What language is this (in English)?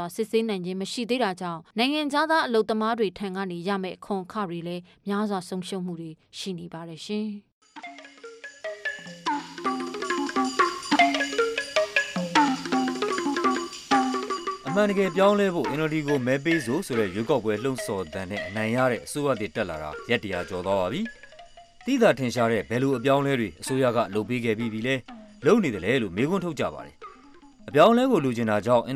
Burmese